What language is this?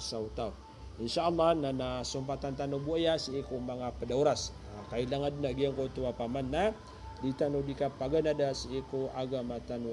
Maranao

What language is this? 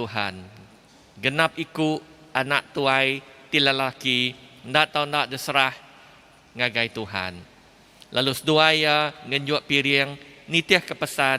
Iban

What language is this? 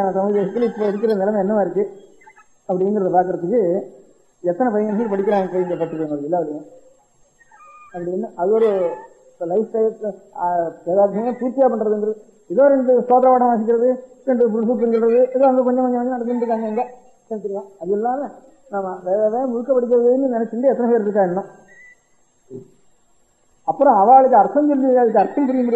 Tamil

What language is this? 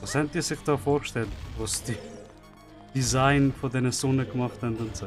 Swiss German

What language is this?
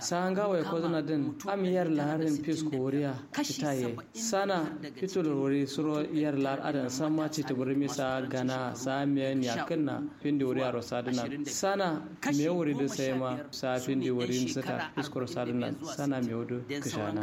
Kanuri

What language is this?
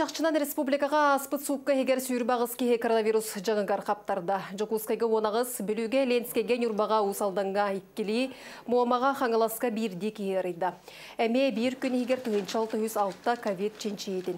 Yakut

